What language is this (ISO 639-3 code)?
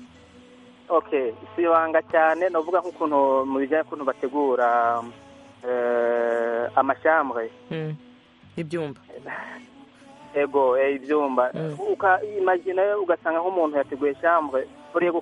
kin